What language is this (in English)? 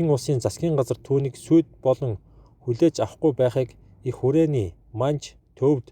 Mongolian